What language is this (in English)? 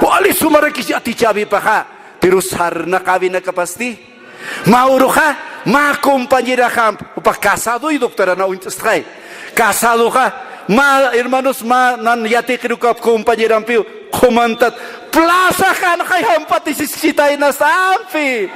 Aymara